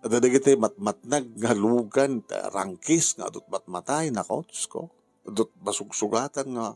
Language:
Iloko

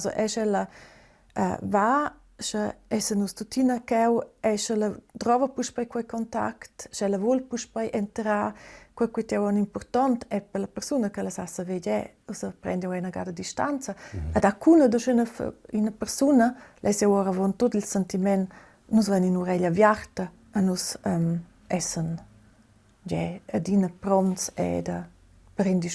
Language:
Romansh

